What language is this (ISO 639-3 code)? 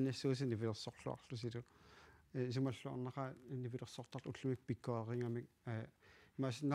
kal